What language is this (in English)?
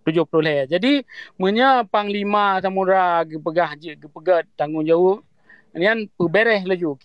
Achinese